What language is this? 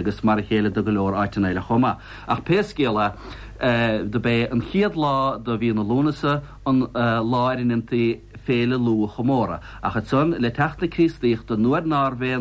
Irish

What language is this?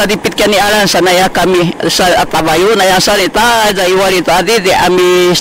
Sakizaya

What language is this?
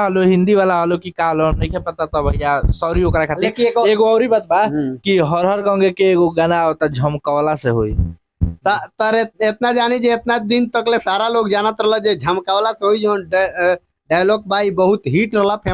Bhojpuri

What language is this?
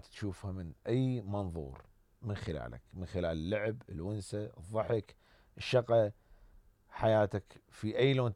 Mesopotamian Arabic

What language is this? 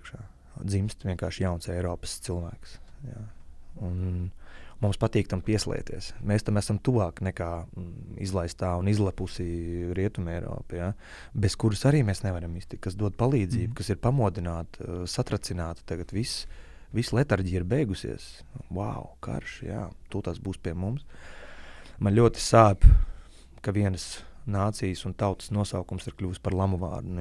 Latvian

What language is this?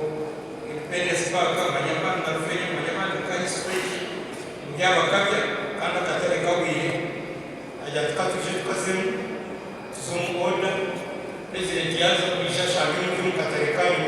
Nyankole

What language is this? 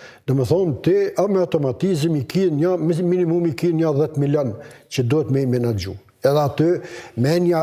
Albanian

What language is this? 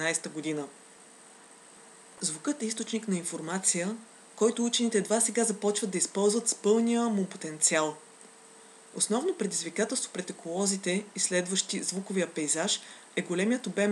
Bulgarian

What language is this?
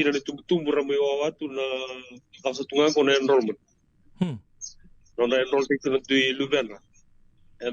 Fijian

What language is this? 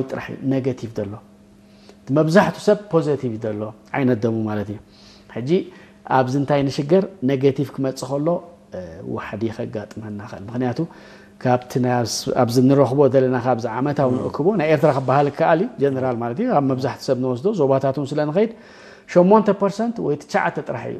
Tigrinya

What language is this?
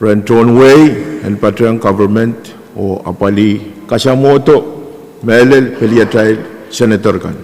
Pohnpeian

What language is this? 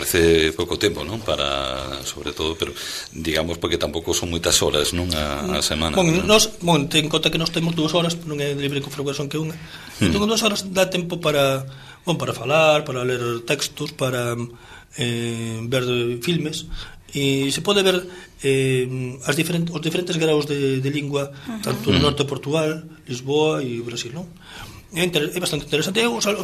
Galician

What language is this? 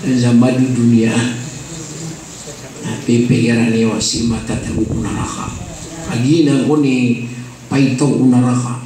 Maranao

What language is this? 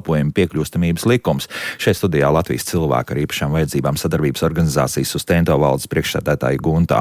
Latvian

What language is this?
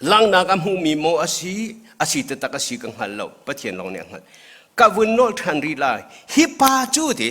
Hakha Chin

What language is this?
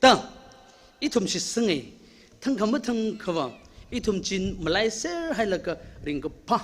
Tangkhul Naga (India)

